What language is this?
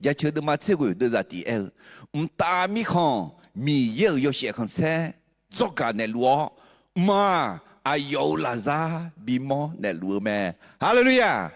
Akha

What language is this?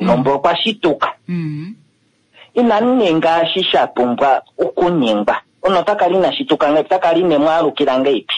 Kuanyama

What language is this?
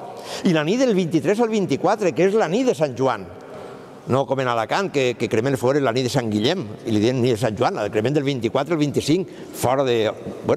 Catalan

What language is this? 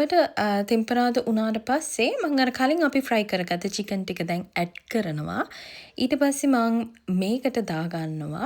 Sinhala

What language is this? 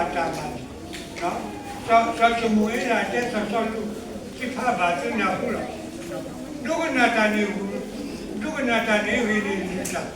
S'gaw Karen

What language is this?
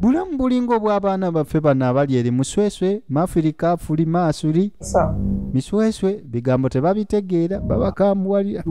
Ganda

